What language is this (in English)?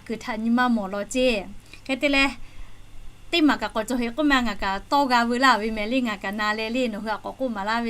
Lahu